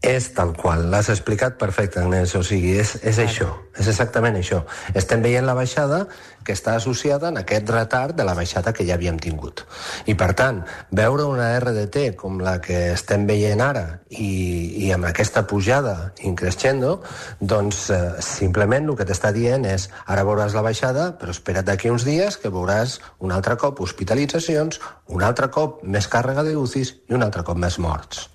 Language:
Catalan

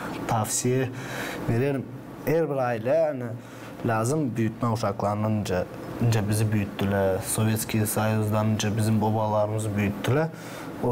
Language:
Gagauz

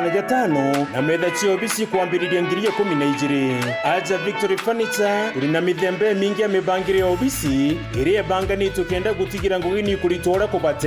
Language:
Meru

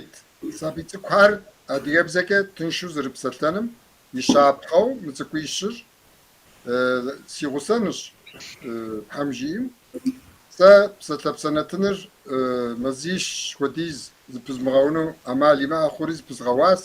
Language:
Kabardian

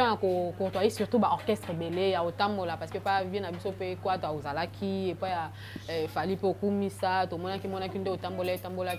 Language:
Lingala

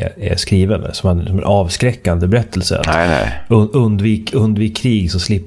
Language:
Swedish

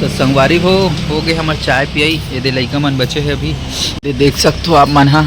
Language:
Chhattisgarhi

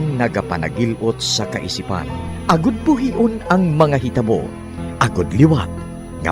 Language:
Hiligaynon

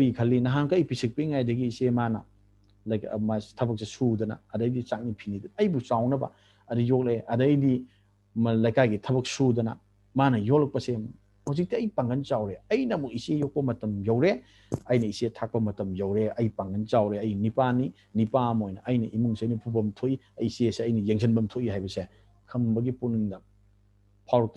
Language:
Manipuri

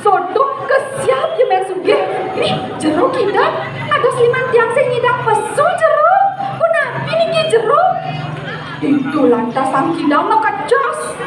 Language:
Balinese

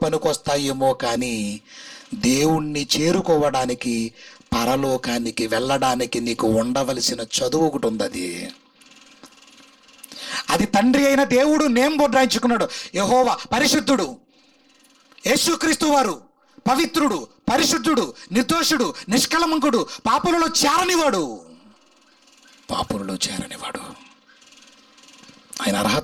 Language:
Telugu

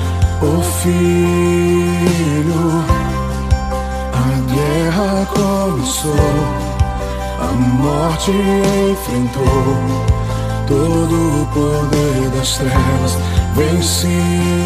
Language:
Portuguese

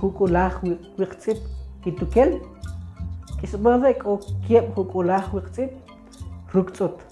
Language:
Kʼicheʼ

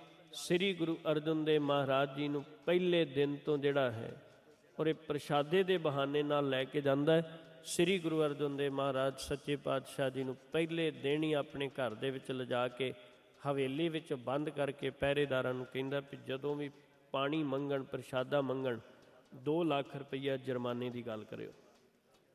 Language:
Punjabi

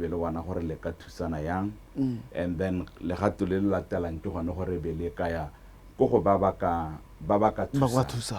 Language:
Tswana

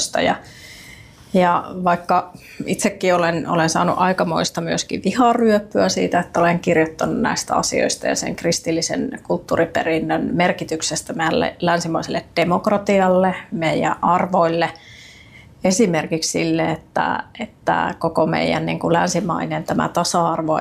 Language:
Finnish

